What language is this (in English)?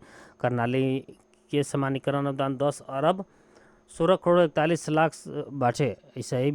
Bhojpuri